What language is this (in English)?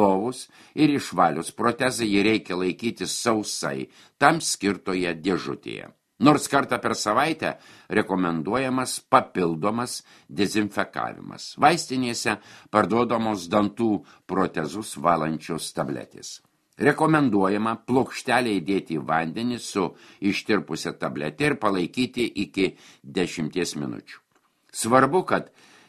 Lithuanian